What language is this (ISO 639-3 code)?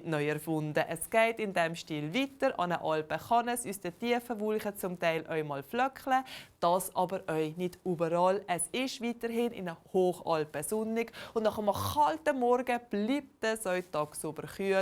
gsw